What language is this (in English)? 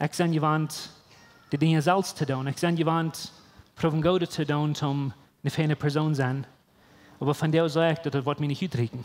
Plautdietsch